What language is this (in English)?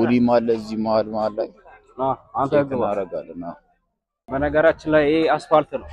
Amharic